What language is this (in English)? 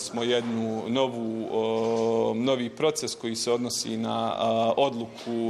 Bosnian